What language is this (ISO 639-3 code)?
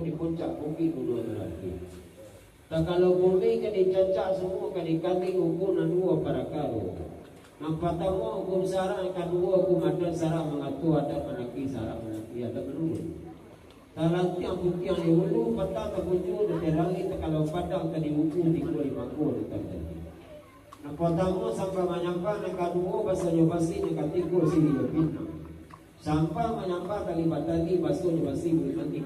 min